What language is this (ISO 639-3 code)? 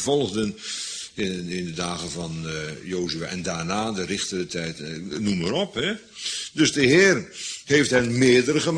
nld